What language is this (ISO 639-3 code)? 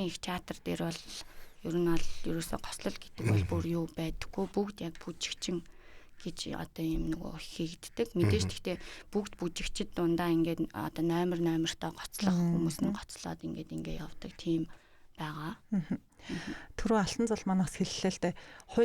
mon